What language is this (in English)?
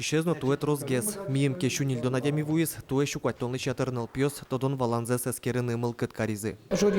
Udmurt